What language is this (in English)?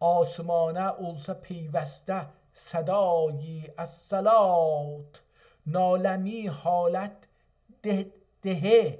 South Azerbaijani